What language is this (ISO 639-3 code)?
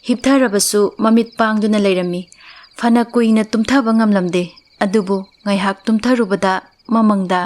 mni